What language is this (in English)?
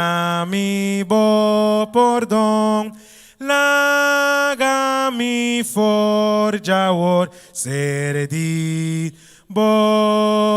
Papiamento